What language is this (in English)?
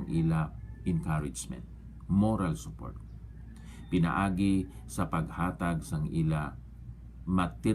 Hiligaynon